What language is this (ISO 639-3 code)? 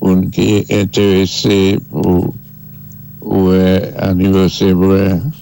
acf